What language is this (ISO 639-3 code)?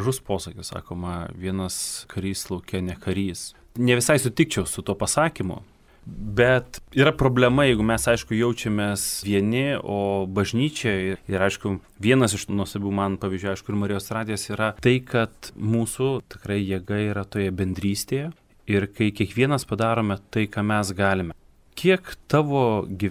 lit